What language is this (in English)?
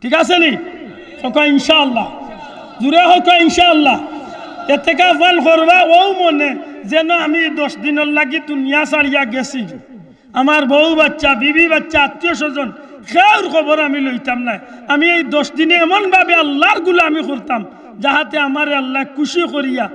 Sylheti